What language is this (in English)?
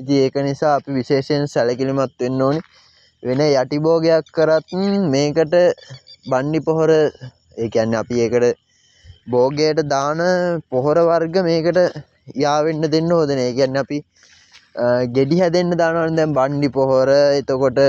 Sinhala